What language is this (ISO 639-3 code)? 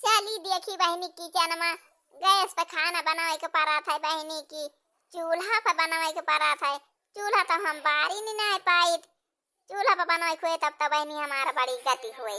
awa